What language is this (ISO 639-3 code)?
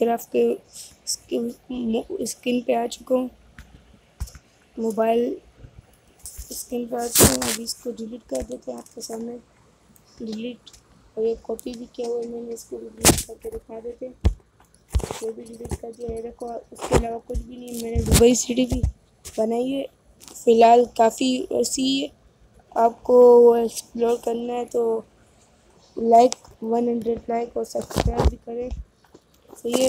hin